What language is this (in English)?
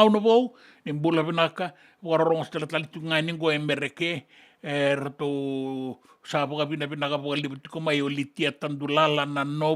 Fijian